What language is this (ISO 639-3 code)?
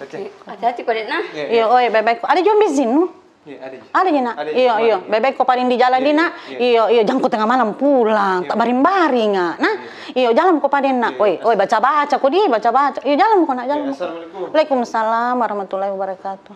mfp